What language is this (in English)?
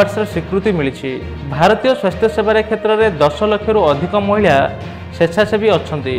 Odia